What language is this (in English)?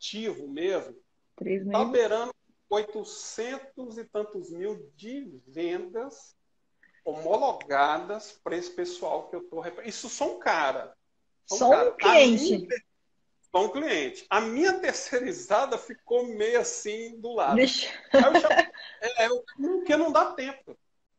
Portuguese